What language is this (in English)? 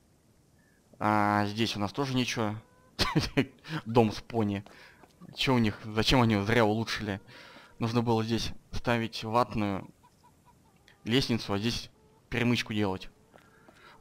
Russian